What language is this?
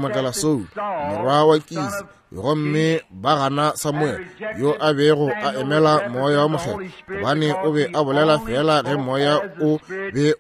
Northern Sotho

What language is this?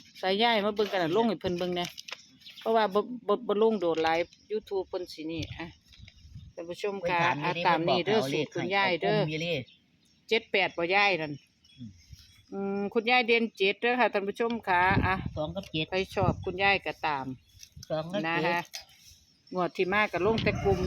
Northeastern Thai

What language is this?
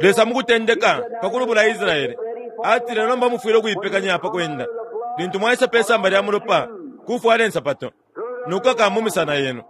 Bemba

